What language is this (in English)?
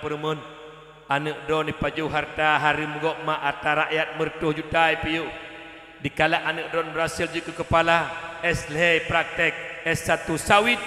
Achinese